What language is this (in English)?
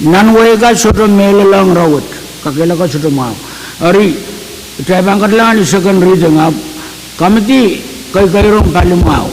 Pohnpeian